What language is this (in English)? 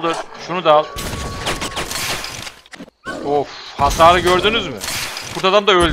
Turkish